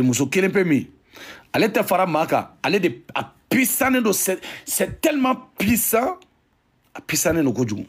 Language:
Bambara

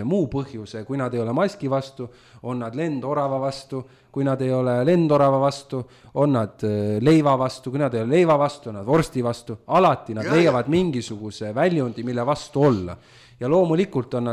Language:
Estonian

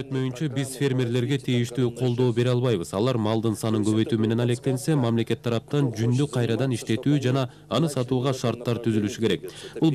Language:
Kyrgyz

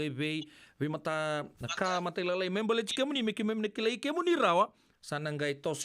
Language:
Fijian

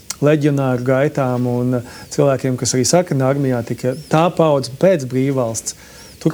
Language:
Latvian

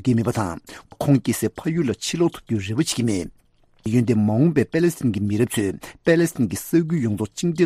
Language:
Tibetan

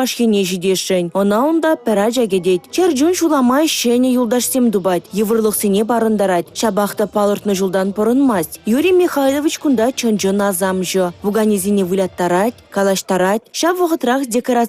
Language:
Chuvash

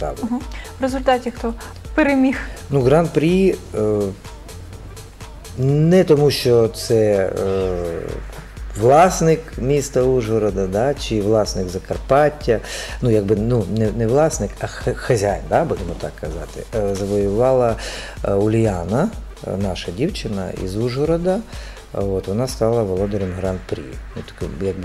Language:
Ukrainian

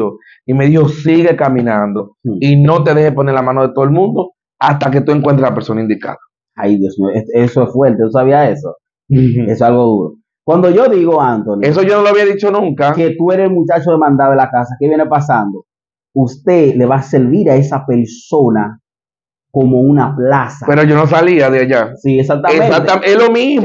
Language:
Spanish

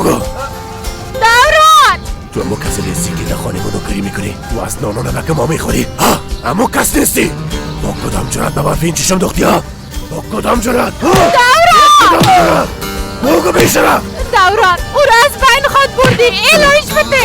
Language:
Persian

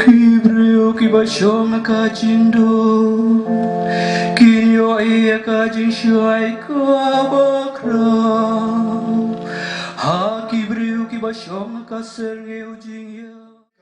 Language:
Khasi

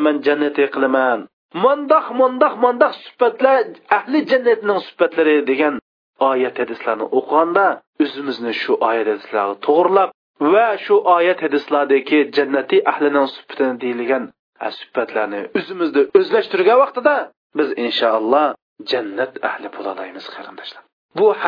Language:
Uyghur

